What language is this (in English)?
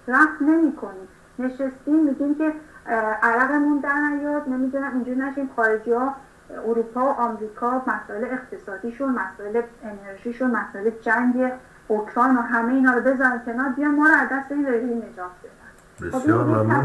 Persian